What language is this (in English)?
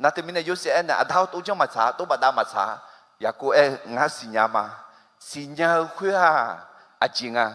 Akha